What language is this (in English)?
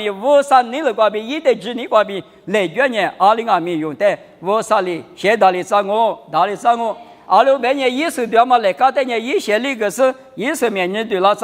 Lisu